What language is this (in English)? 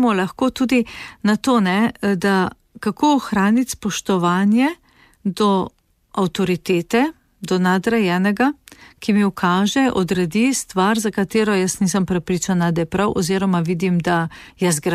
Slovenian